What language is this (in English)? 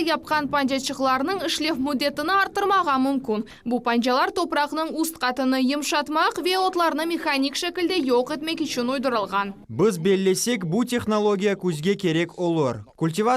Crimean Tatar